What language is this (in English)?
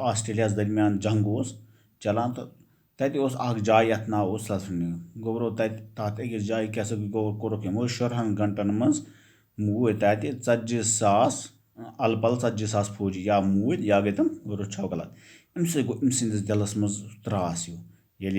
Kashmiri